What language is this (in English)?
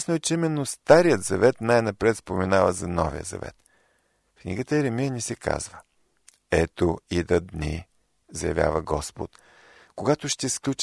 Bulgarian